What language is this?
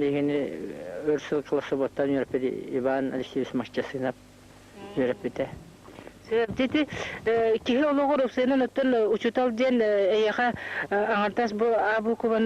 Yakut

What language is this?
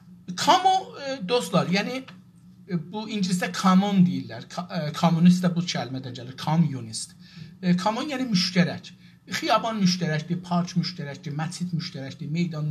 South Azerbaijani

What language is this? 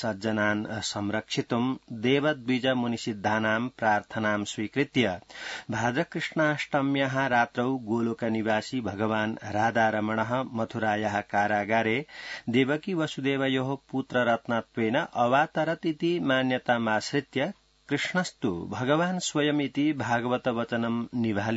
Sanskrit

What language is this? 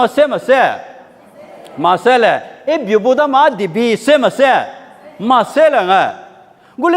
Lisu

